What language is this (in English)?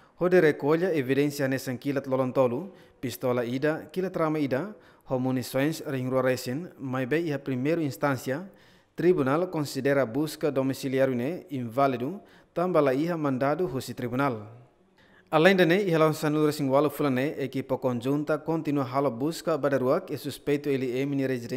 Tetum